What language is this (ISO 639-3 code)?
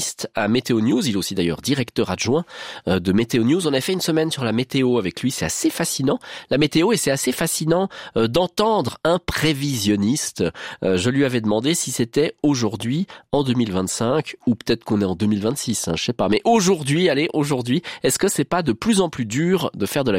fra